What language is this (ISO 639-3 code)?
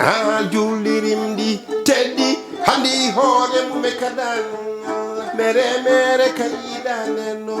ful